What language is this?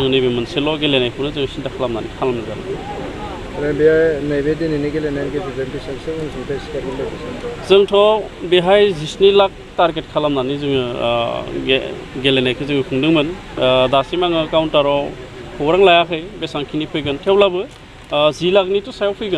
Bodo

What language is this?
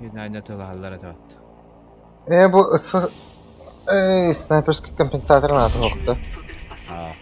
Yakut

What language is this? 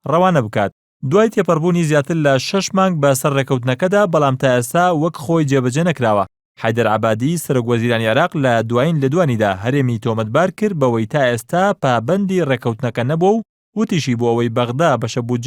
Central Kurdish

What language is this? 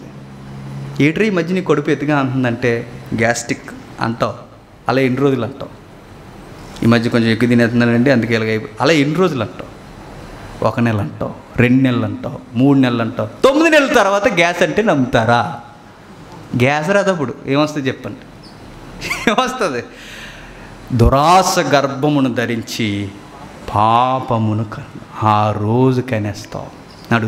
Telugu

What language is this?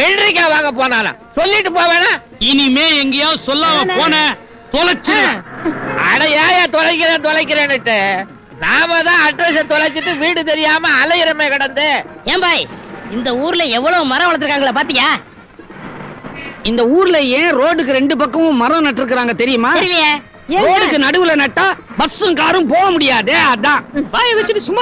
Tamil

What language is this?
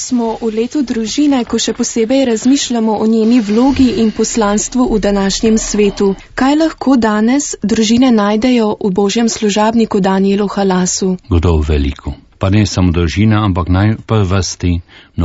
Slovenian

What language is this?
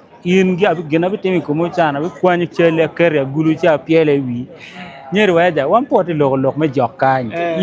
Acoli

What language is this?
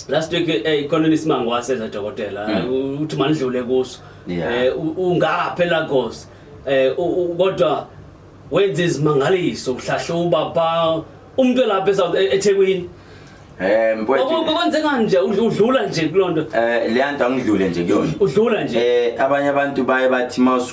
Zulu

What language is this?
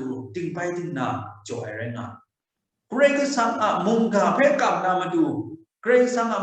Kachin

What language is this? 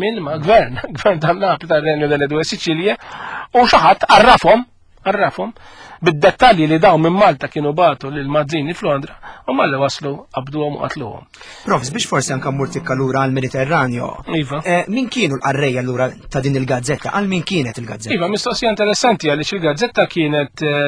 Maltese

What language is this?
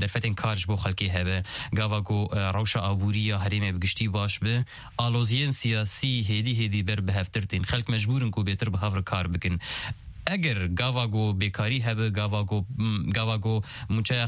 Kurdish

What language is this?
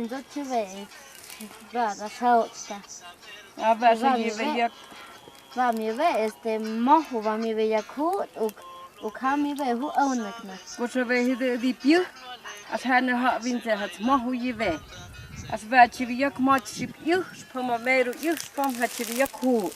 Totontepec Mixe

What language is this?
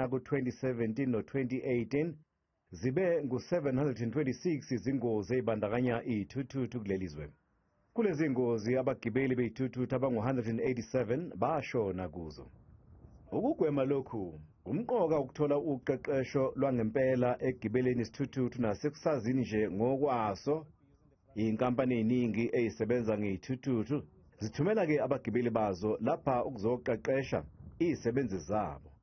Zulu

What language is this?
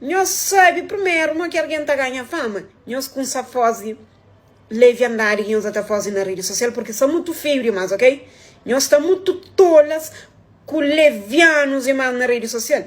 Kabuverdianu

